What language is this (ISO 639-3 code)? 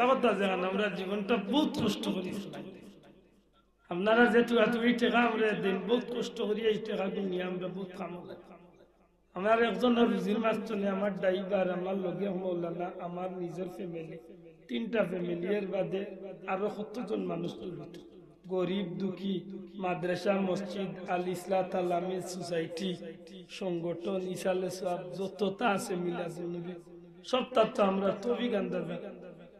ben